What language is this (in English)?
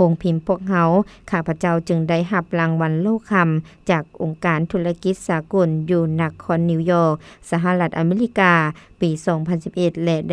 Lao